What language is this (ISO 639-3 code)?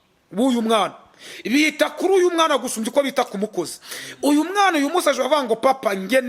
kin